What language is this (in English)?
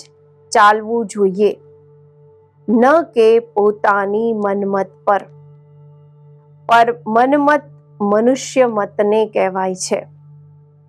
Gujarati